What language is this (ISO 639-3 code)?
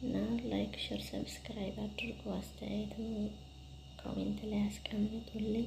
amh